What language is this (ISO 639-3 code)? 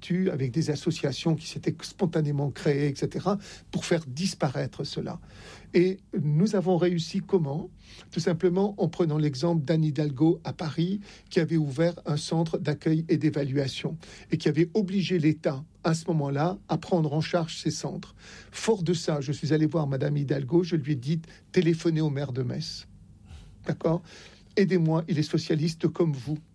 fra